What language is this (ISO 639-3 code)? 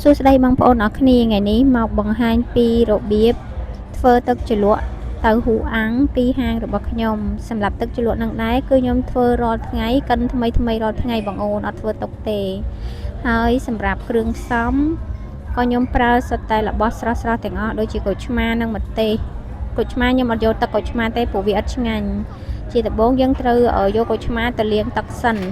khm